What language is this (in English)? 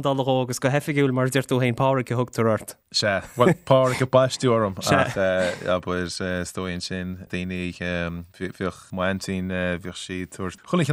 Irish